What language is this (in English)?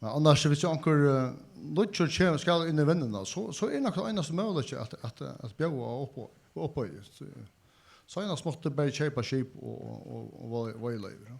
Faroese